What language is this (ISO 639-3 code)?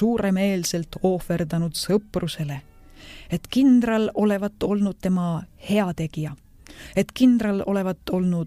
est